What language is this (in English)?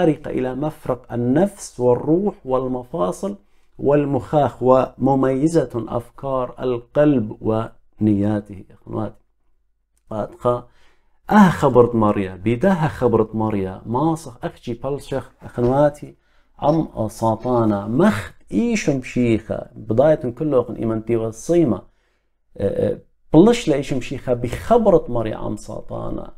Assyrian Neo-Aramaic